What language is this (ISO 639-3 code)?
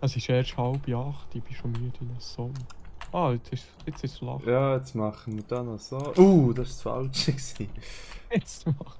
gsw